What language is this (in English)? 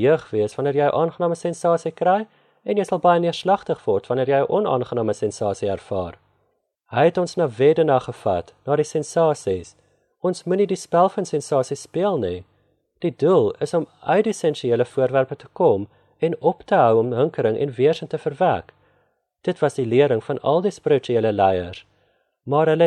Afrikaans